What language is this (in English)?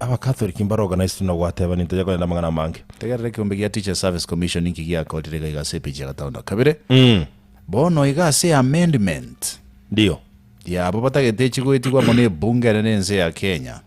Gusii